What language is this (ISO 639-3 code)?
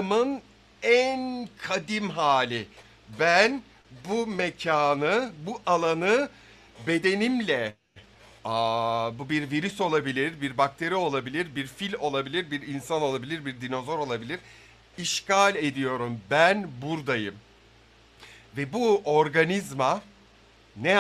tur